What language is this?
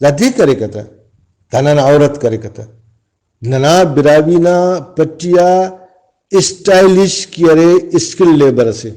Brahui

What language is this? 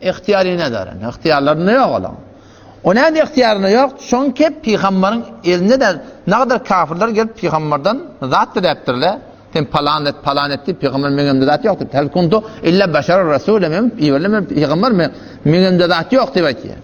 Turkmen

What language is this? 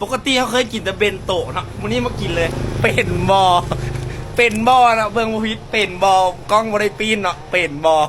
Lao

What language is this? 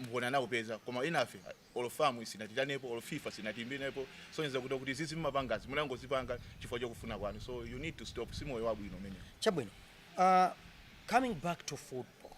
Nyanja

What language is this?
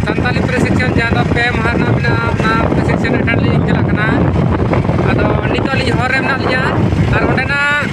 Santali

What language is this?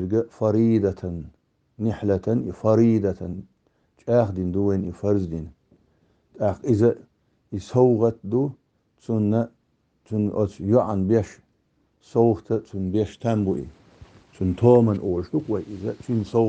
Chechen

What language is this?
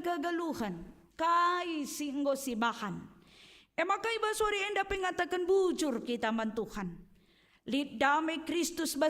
Batak Karo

